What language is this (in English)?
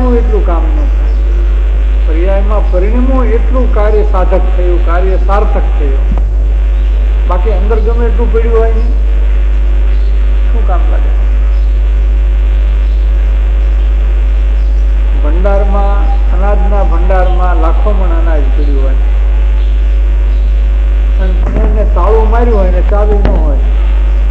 Gujarati